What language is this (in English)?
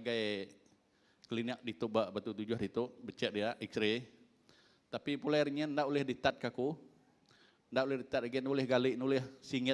Iban